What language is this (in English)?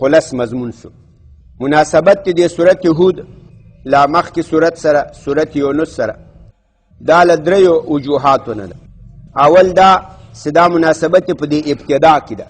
Pashto